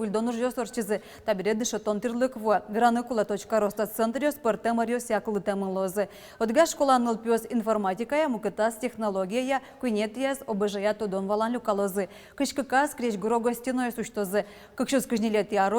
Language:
Udmurt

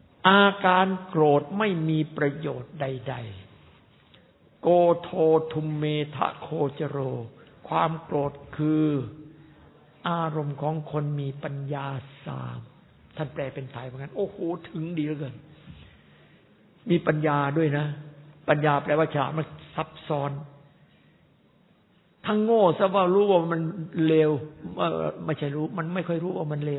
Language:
Thai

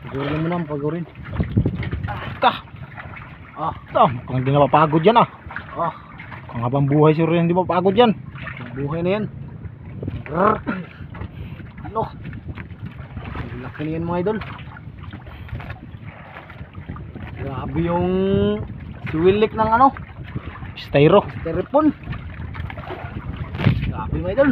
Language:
Filipino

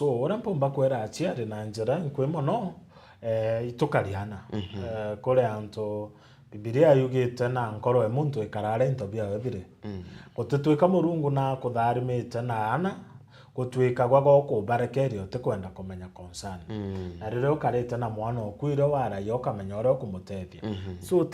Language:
Meru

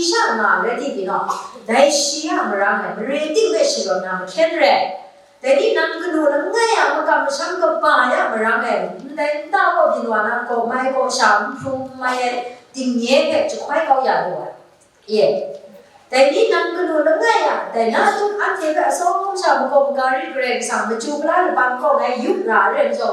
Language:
Kachin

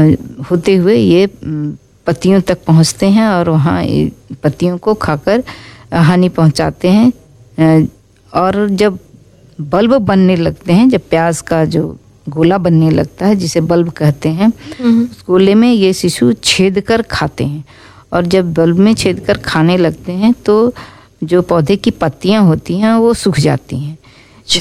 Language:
Hindi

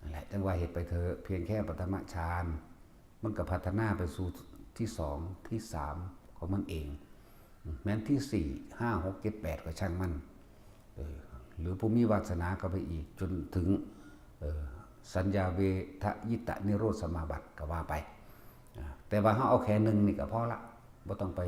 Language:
Northeastern Thai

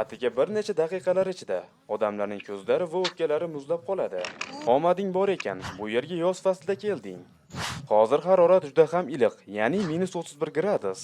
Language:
Uzbek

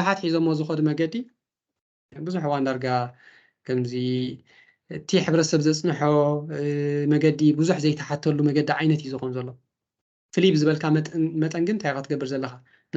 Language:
Tigrinya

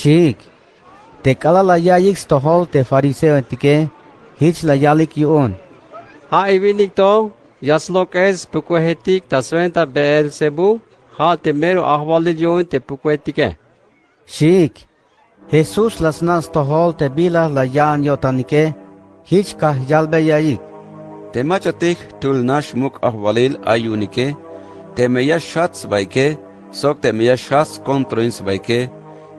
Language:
Tzeltal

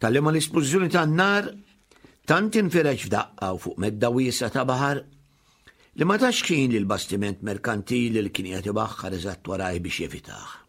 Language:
Maltese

